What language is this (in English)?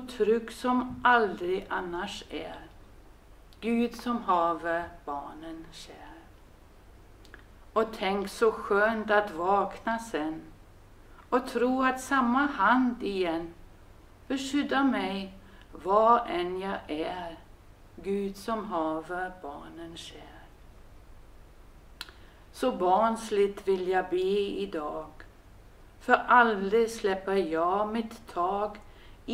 Swedish